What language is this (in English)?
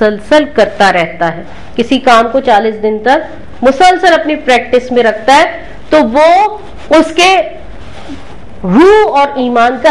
Urdu